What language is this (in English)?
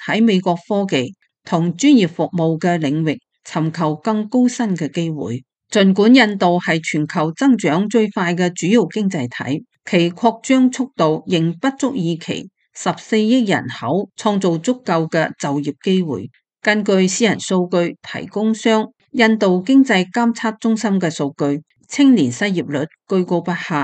Cantonese